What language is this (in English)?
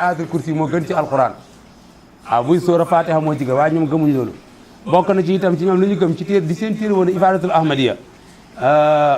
Wolof